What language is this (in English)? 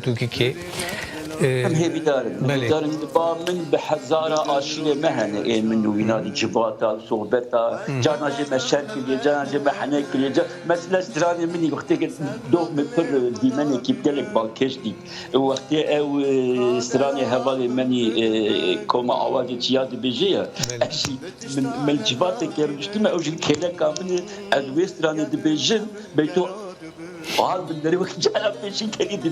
Kurdish